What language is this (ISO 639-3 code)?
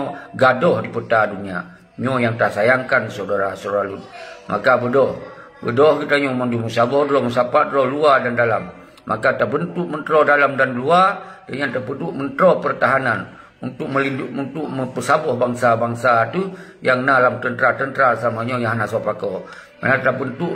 ace